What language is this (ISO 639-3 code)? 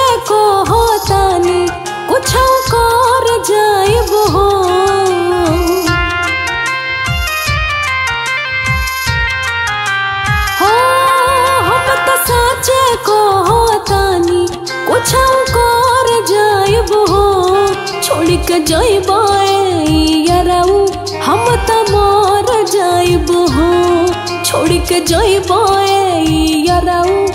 bho